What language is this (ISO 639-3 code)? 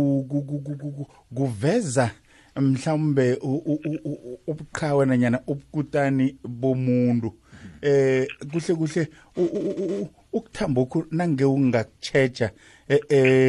nbl